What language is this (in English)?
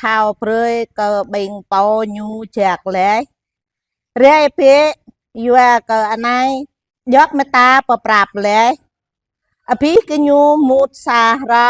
Jarai